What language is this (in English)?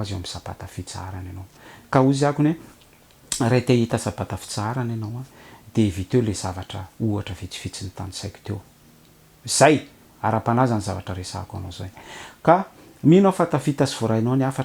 Malagasy